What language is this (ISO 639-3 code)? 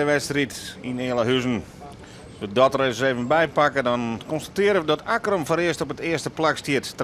fry